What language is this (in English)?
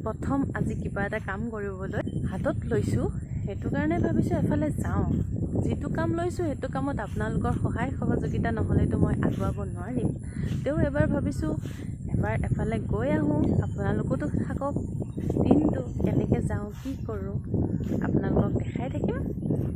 Assamese